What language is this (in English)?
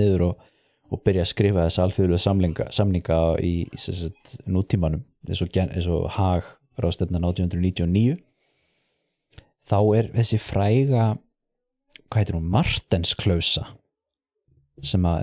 Icelandic